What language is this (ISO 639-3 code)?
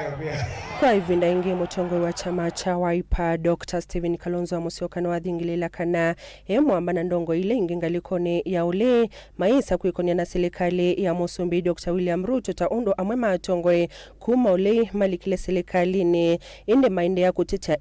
kam